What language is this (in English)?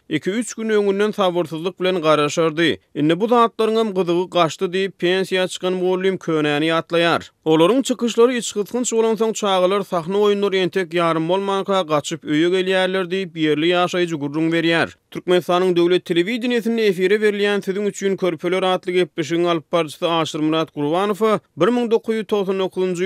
Turkmen